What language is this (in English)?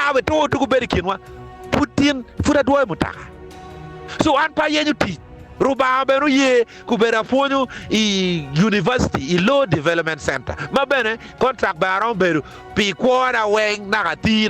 Acoli